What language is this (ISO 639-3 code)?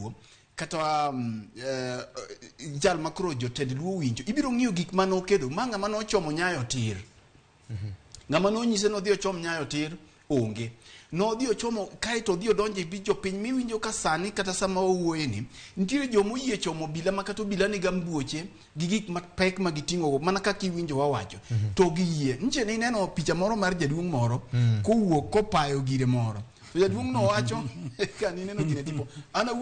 luo